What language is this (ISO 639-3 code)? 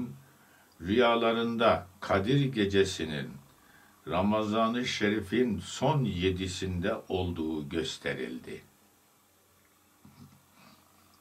tur